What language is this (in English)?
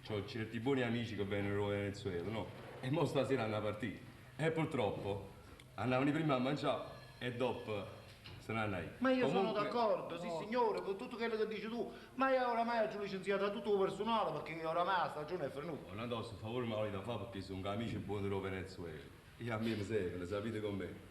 Neapolitan